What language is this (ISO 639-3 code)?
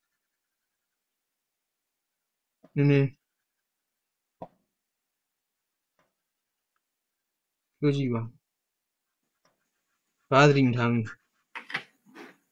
mya